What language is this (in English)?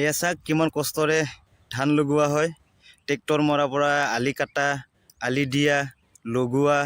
Assamese